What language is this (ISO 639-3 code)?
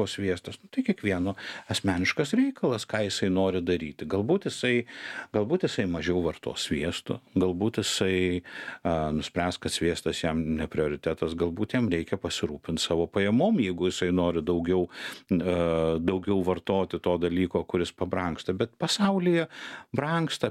lit